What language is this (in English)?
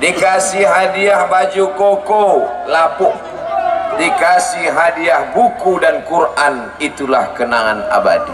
Minangkabau